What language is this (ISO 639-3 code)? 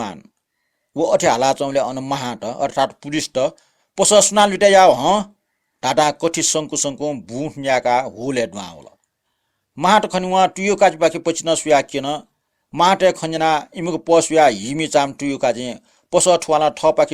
new